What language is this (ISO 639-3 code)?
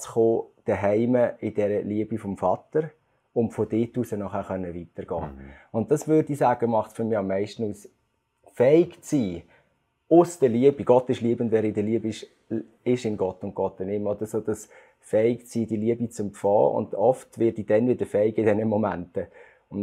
gsw